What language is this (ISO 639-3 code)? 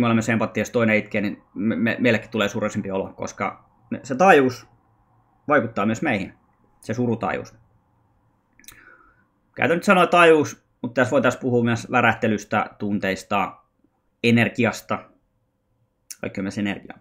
fin